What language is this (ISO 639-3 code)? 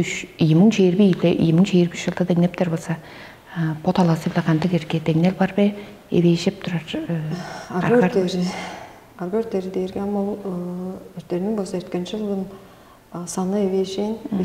tyv